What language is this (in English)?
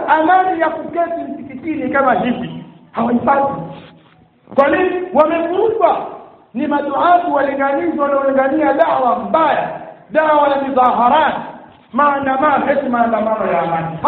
Swahili